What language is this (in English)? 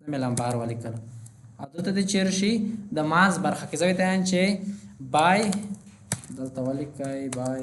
Pashto